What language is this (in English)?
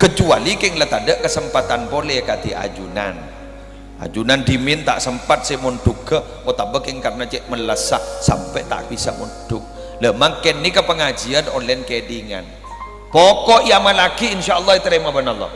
Madurese